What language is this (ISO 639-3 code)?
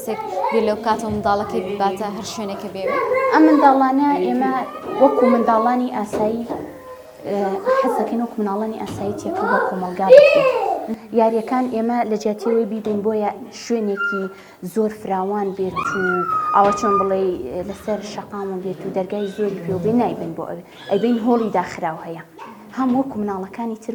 ckb